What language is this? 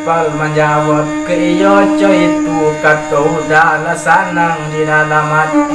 Minangkabau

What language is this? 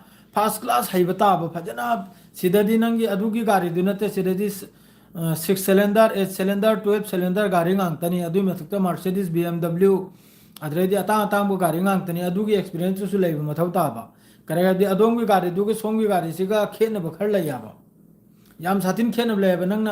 Manipuri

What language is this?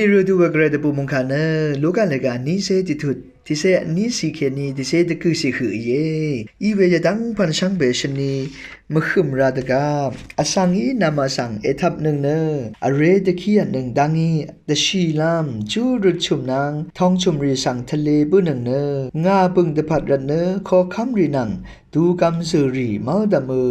Rawang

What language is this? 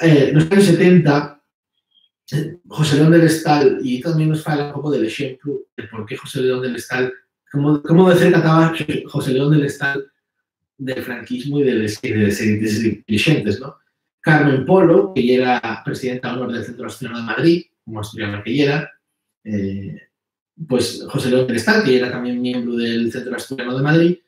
Asturian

